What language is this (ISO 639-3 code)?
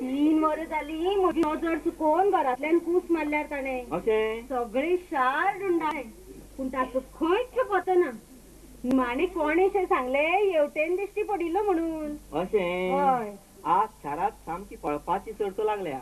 kok